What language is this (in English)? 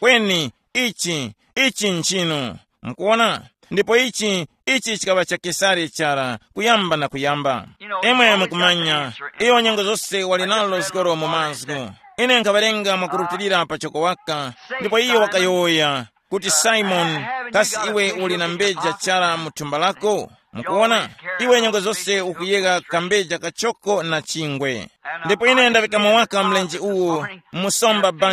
Tumbuka